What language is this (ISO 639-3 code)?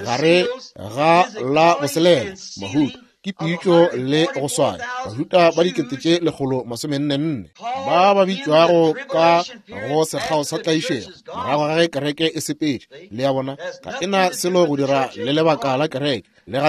nso